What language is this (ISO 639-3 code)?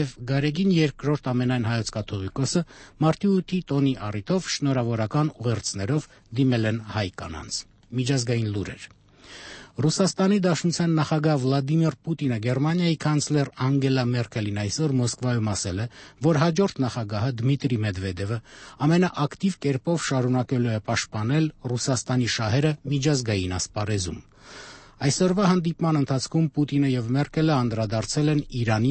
hye